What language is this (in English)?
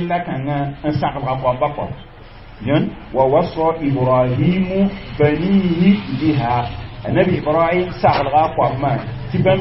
Mossi